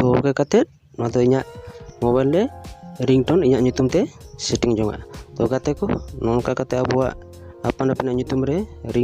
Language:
Santali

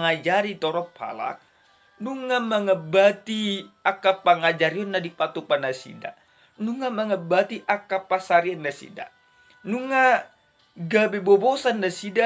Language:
Batak Toba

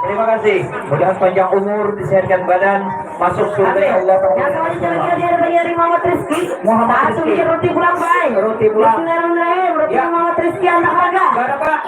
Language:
Banjar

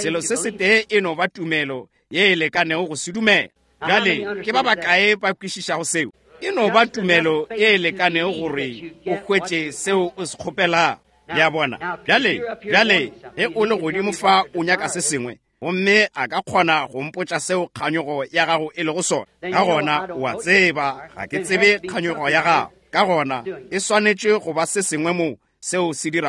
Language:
Northern Sotho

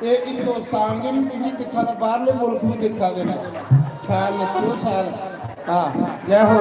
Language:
Dogri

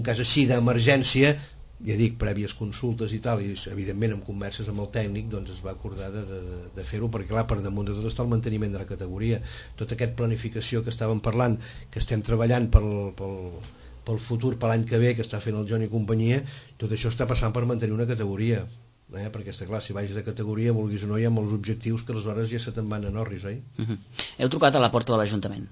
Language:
Catalan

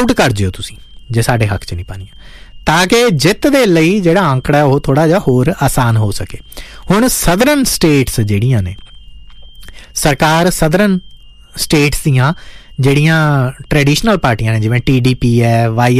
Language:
Punjabi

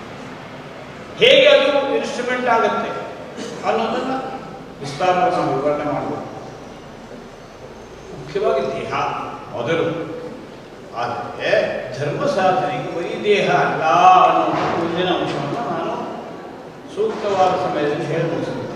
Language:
Kannada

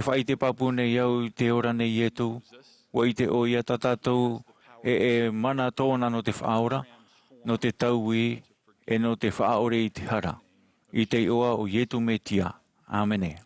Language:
Tahitian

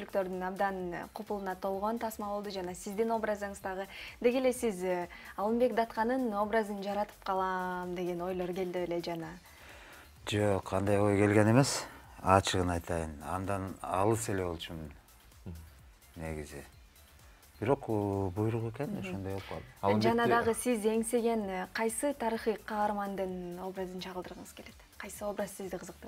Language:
Kyrgyz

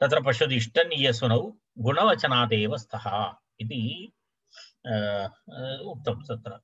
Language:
Sanskrit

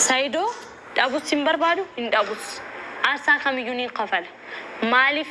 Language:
Oromo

